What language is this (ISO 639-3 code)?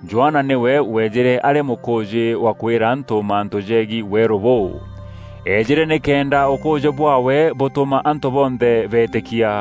mer